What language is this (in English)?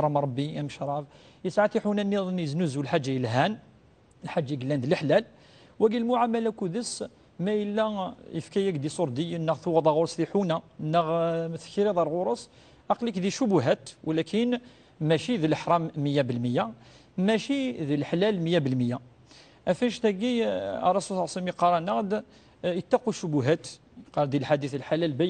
Kabyle